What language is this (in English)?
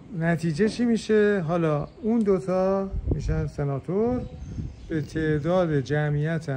Persian